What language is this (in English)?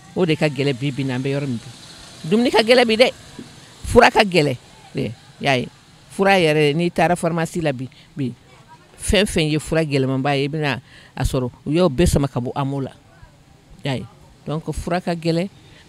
Bambara